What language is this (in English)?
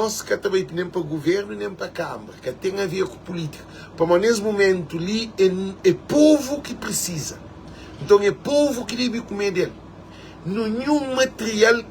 Kabuverdianu